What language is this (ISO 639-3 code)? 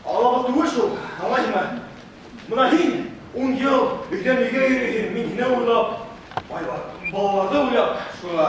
bak